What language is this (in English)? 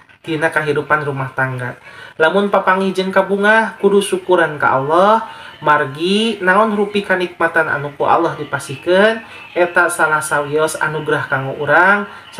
Sundanese